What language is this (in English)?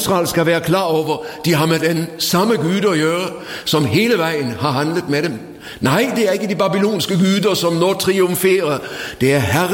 Norwegian